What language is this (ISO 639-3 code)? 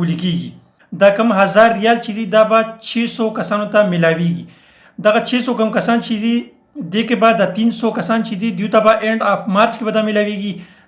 pus